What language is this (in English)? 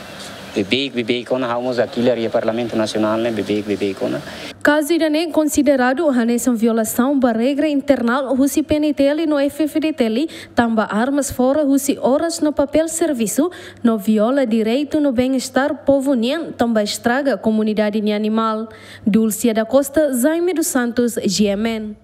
Tetum